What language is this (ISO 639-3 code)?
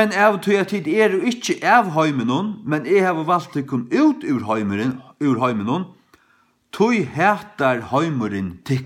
fao